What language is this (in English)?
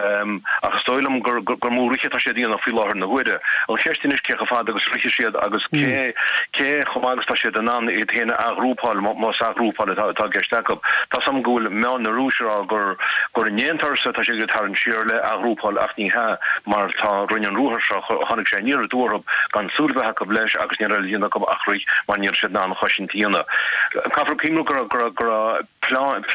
Irish